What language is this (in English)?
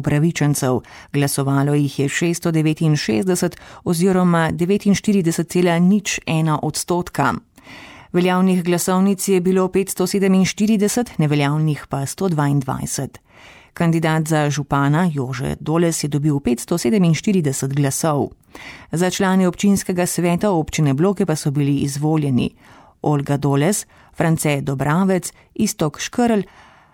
Slovenian